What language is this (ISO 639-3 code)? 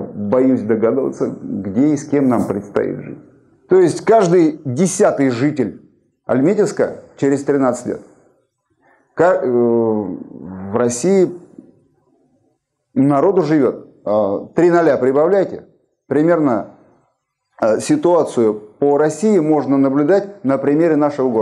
rus